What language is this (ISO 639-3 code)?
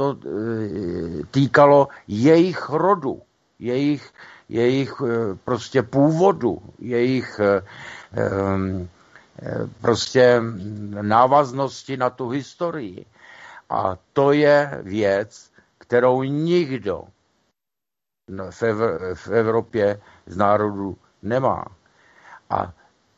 ces